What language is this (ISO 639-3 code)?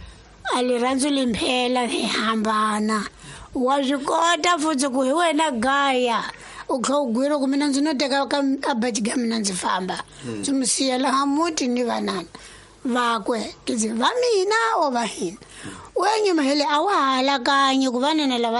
tso